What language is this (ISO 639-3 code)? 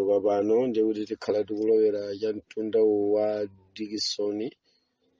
nya